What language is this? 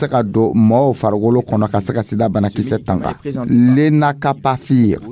Dyula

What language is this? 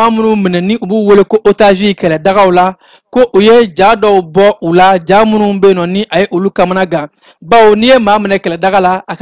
Bambara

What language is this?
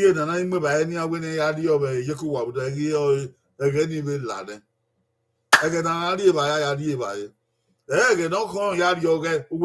Bini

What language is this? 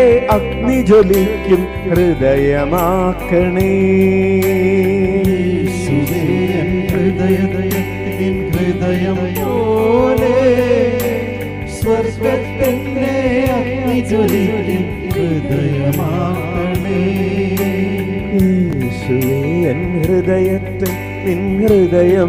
Malayalam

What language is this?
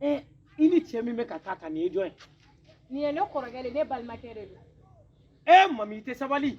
Bambara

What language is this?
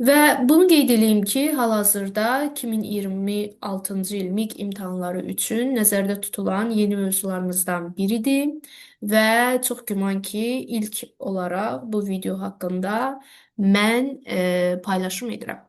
Azerbaijani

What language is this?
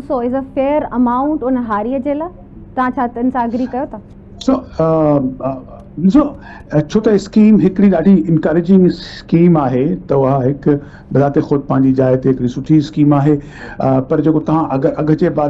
Sindhi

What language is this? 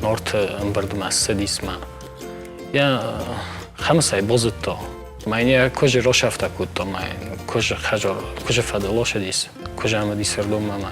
Ossetic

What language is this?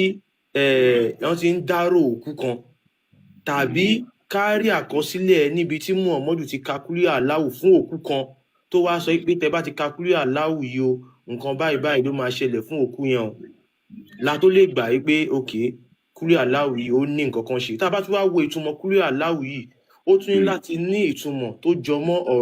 Yoruba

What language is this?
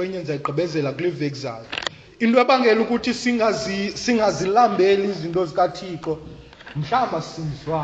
Xhosa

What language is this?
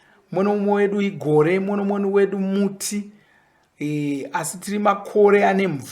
Shona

